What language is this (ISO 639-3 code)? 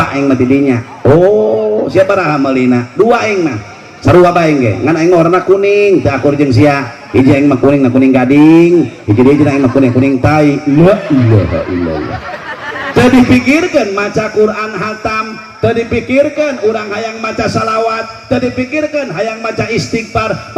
sun